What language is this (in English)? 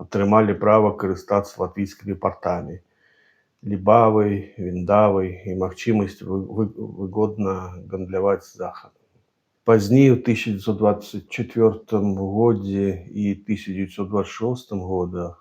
Belarusian